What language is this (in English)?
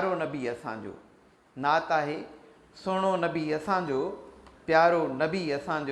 Sindhi